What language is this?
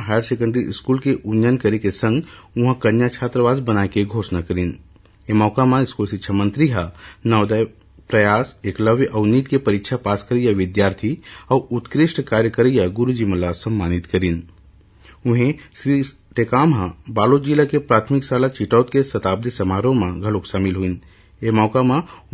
Chhattisgarhi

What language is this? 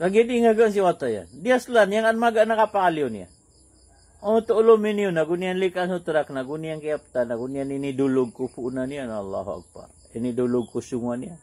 Maranao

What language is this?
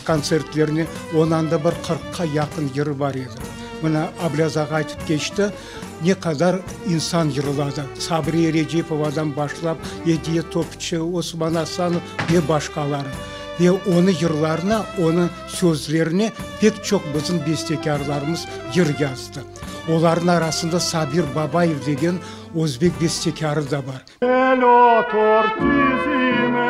Crimean Tatar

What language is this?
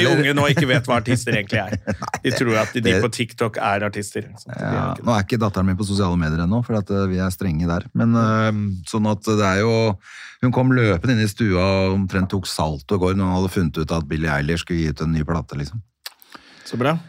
Norwegian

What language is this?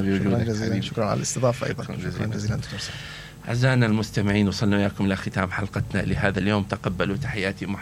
Mesopotamian Arabic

